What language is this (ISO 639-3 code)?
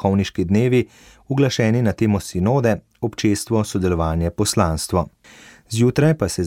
slv